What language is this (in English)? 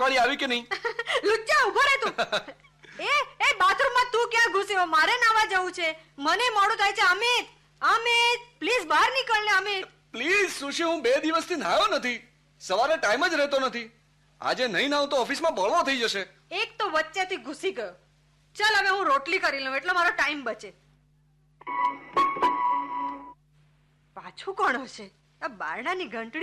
Gujarati